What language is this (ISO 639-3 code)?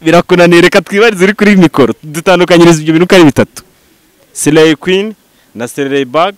kin